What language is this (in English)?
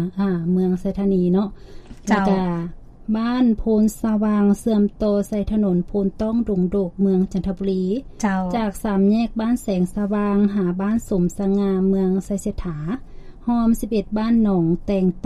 Lao